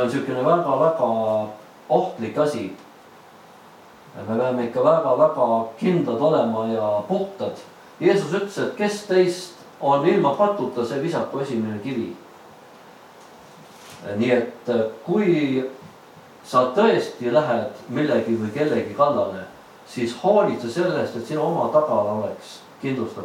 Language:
Estonian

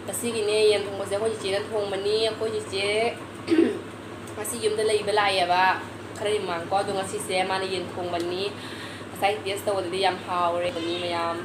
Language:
Manipuri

